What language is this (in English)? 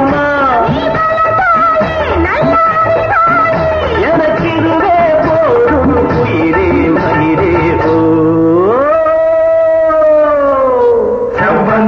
Tamil